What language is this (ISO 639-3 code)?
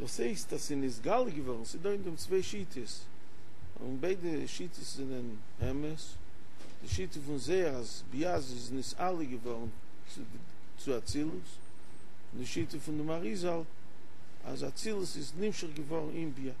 yid